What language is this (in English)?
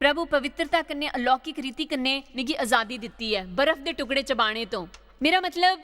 Dogri